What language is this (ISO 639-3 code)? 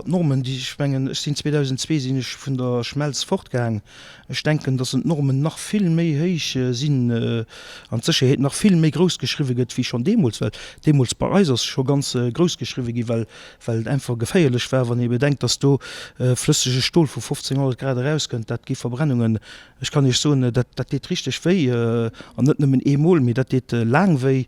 ltz